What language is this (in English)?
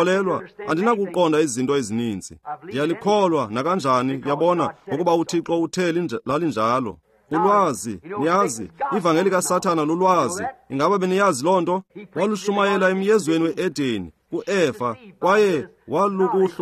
Xhosa